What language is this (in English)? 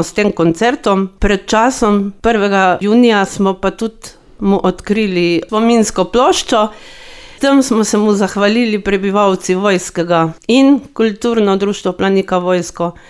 Slovenian